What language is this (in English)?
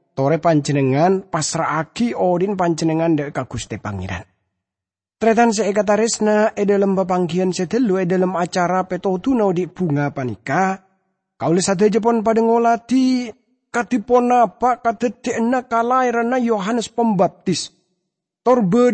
Madurese